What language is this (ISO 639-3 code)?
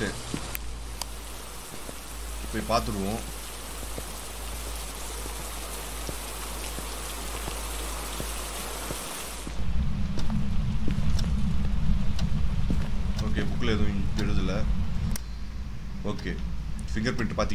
tam